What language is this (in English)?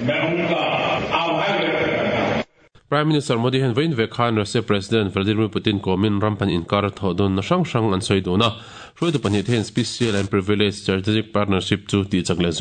Mizo